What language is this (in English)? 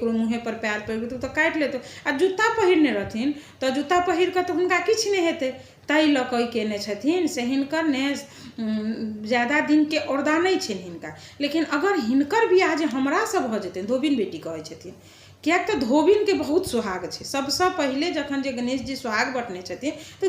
Maithili